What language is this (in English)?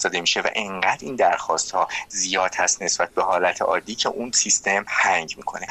Persian